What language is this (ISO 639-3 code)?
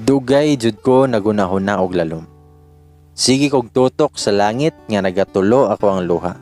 ceb